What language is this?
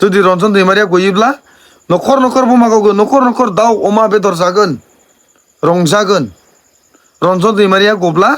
Bodo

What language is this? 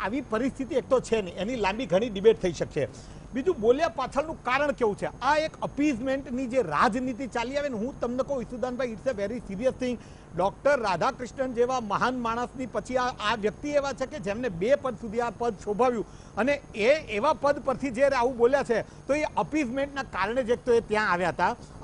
Gujarati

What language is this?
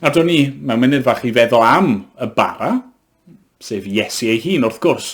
Welsh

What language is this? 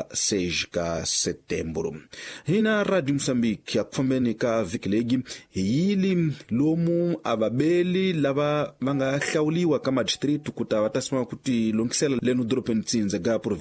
Tsonga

